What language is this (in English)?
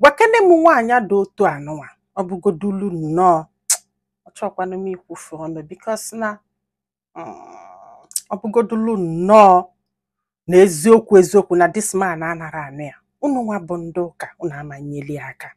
Igbo